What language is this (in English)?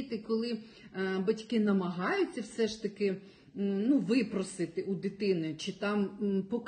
Ukrainian